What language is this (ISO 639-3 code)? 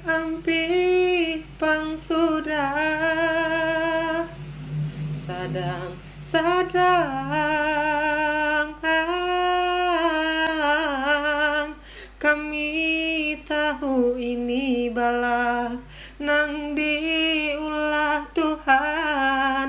bjn